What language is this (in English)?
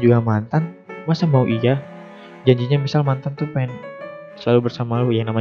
Indonesian